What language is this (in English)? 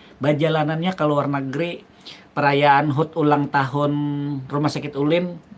Banjar